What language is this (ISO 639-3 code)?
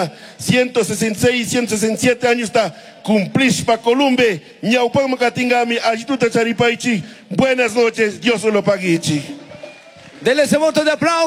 qug